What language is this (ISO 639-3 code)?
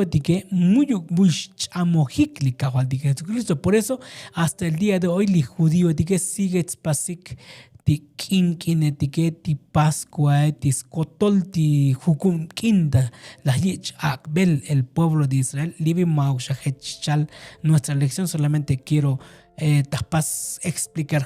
tzo